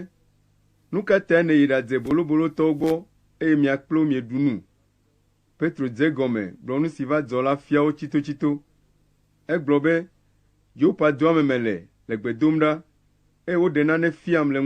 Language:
Ewe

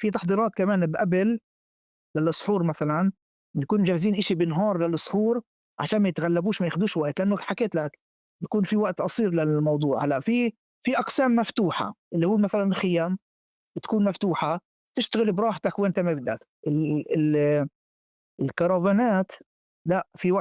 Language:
North Levantine Arabic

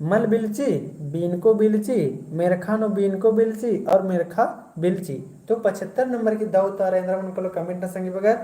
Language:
Kurukh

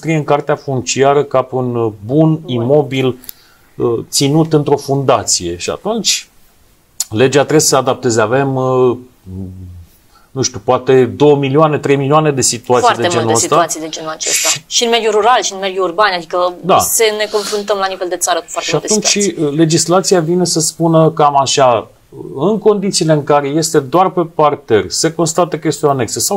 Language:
Romanian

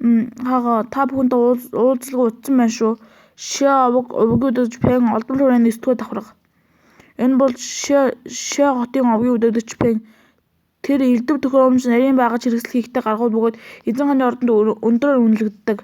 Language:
Mongolian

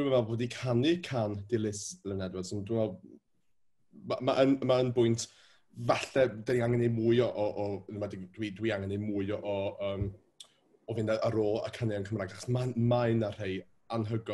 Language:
Welsh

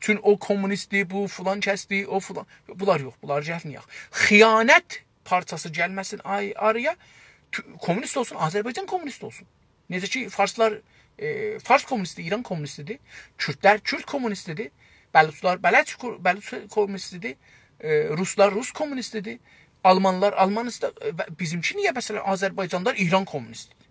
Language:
South Azerbaijani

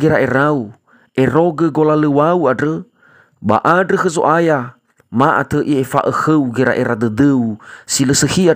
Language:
Nias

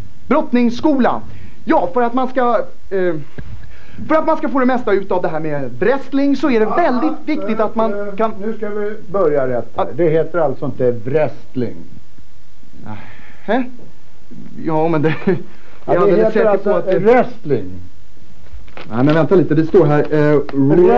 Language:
Swedish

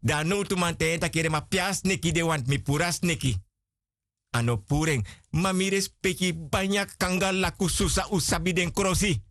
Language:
Sranan Tongo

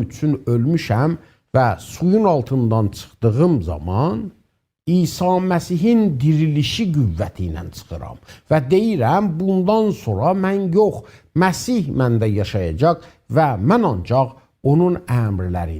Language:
South Azerbaijani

